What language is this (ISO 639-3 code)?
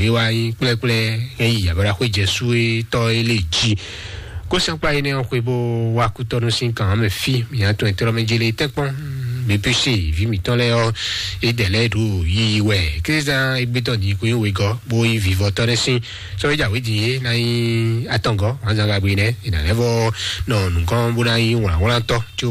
fon